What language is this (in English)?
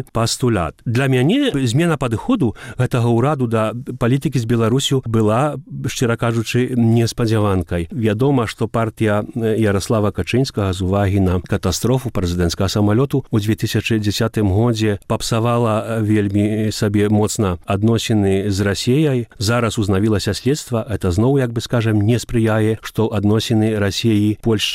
Belarusian